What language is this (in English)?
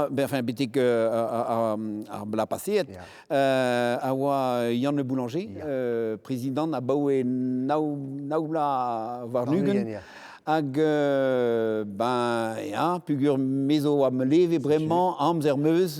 Breton